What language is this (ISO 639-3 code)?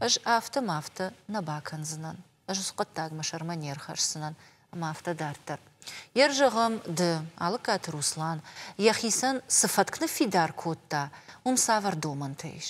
oss